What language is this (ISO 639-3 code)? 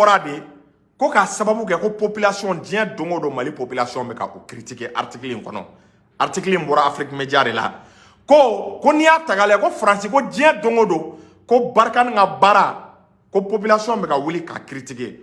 bam